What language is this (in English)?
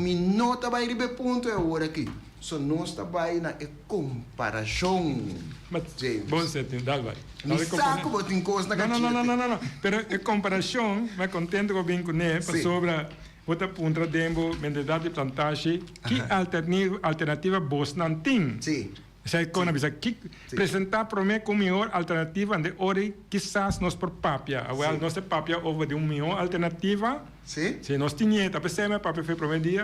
Papiamento